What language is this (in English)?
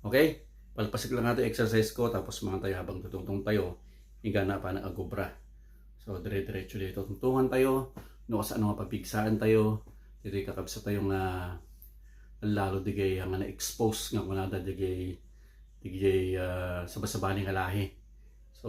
Iloko